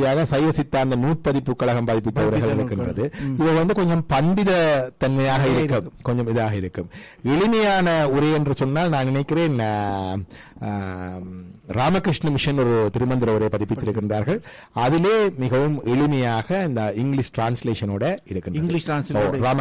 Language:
Tamil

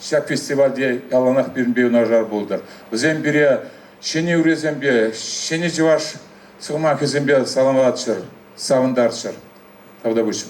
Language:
Chuvash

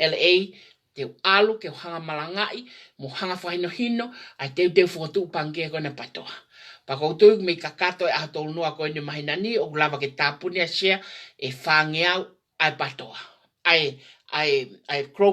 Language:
Tongan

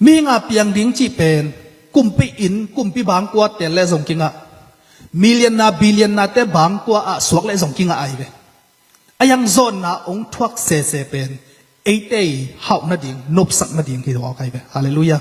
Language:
Tedim Chin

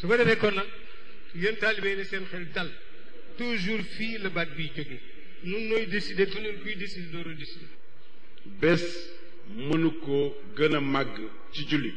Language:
Wolof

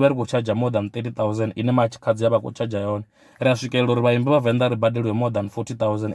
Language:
Venda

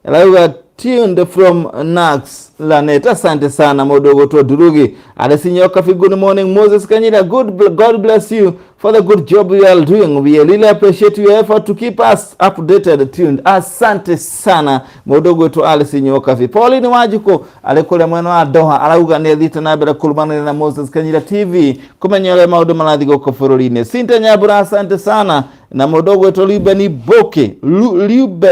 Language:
Kikuyu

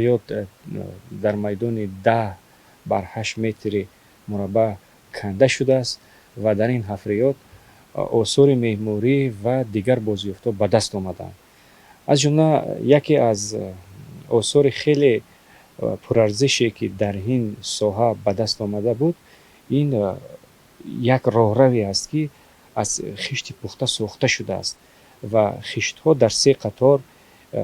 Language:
Tajik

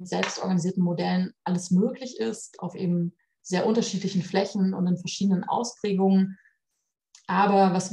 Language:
German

